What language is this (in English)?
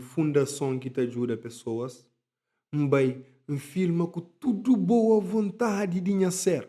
Kabuverdianu